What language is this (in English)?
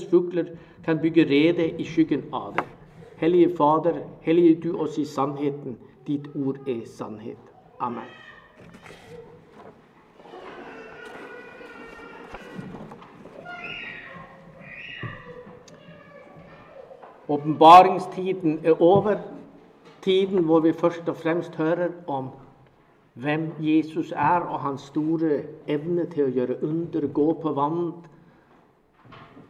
Norwegian